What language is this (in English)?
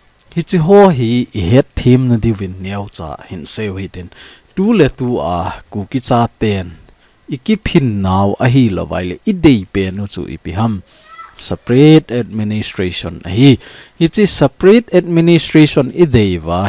Thado Chin